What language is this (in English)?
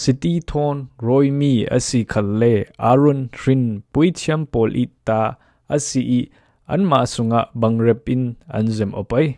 Falam Chin